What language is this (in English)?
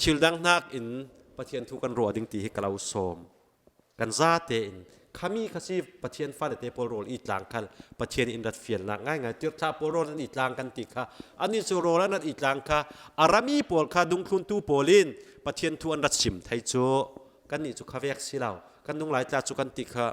Falam Chin